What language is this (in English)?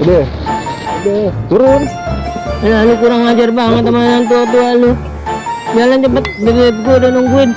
Betawi